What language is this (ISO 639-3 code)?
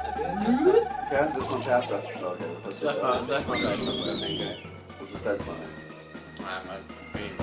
fao